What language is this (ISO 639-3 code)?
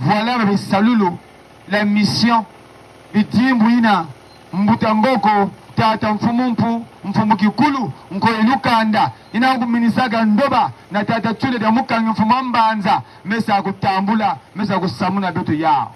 ktu